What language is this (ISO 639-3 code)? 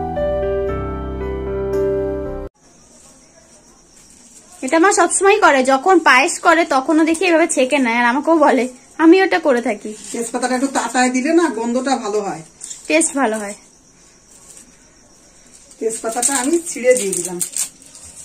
ben